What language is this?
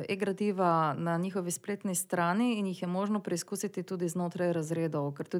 Slovenian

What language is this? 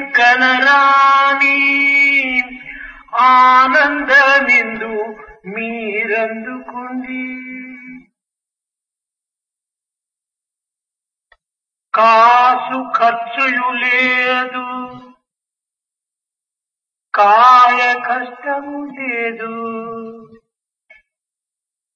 Telugu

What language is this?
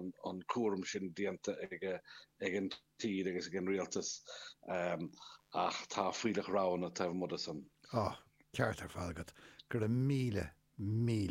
Irish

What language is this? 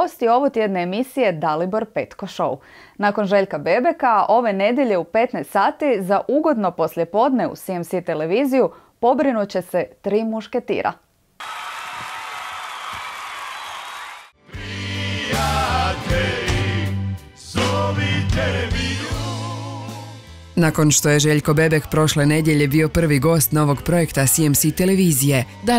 Croatian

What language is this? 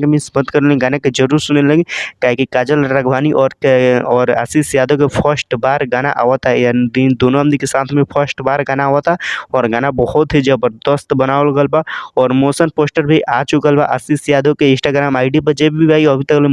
Bhojpuri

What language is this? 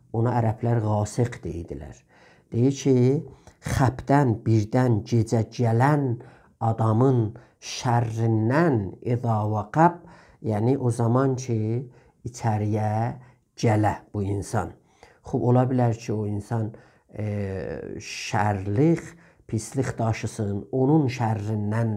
South Azerbaijani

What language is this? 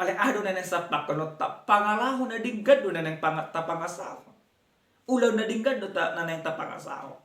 Batak Toba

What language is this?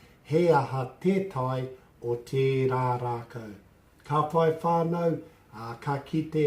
Māori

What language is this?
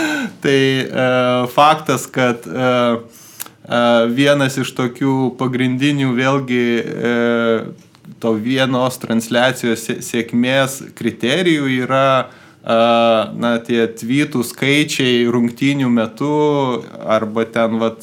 Lithuanian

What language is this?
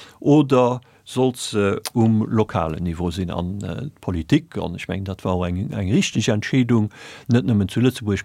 Luxembourgish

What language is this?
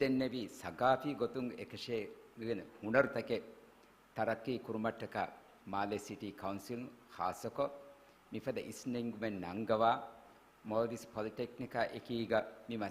Divehi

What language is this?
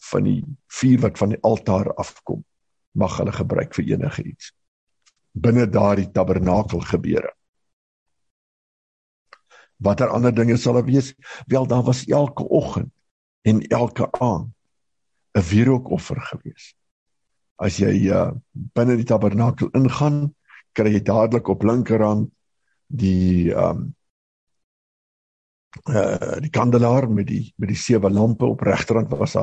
Afrikaans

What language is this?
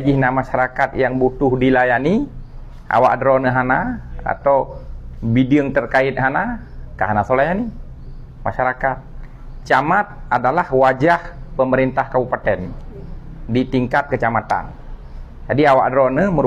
Achinese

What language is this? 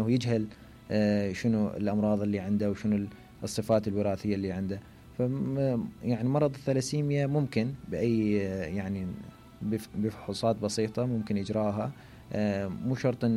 Mesopotamian Arabic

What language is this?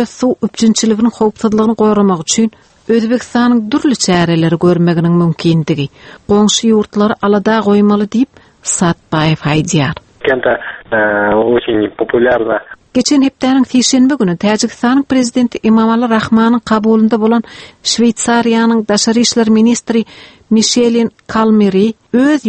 Turkmen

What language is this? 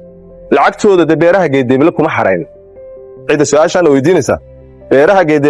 Somali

